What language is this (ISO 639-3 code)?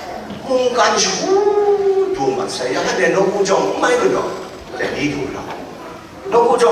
kac